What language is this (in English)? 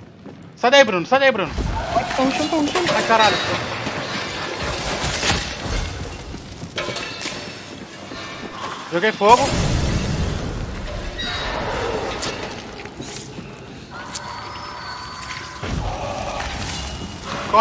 Portuguese